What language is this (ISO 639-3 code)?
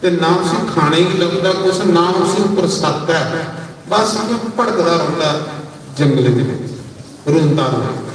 doi